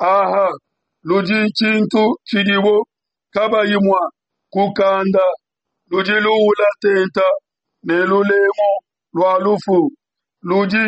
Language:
Luba-Lulua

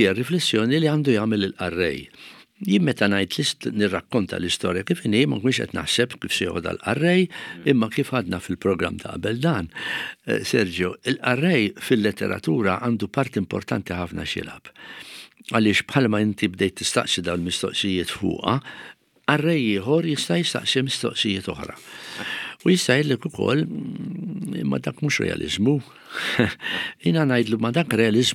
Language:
Maltese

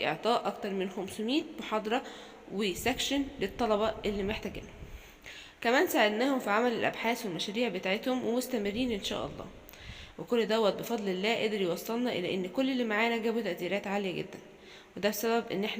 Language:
Egyptian Arabic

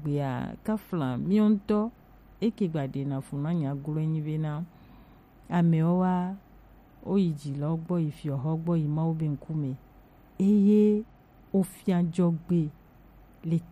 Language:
Gen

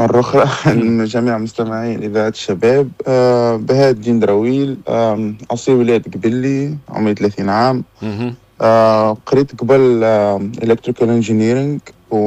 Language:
Tunisian Arabic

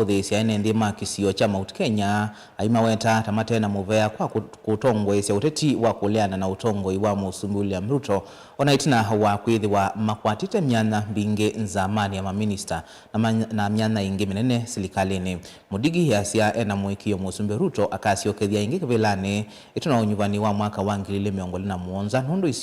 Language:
Kamba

